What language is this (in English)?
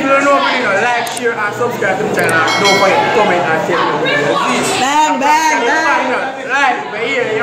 Jamaican Creole English